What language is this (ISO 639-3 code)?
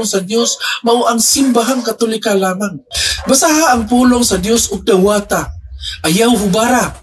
ceb